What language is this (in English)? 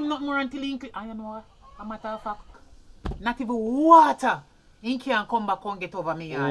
Jamaican Creole English